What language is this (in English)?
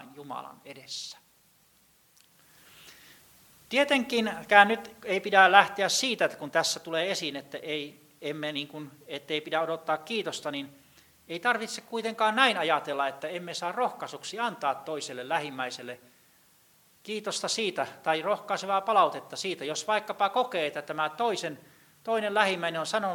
Finnish